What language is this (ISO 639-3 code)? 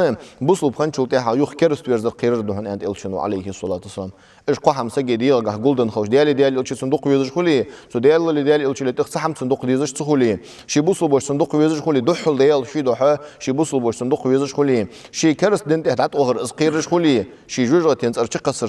inh